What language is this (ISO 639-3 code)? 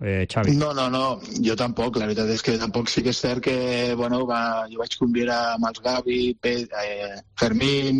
cat